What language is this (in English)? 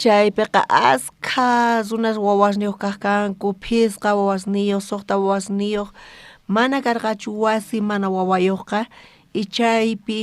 South Bolivian Quechua